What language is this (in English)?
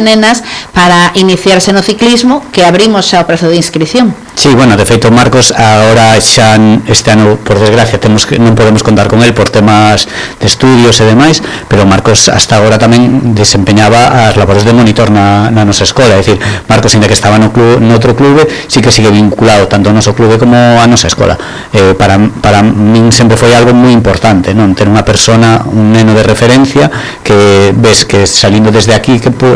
Galician